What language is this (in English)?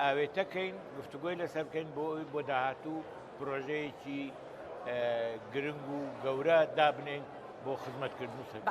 Central Kurdish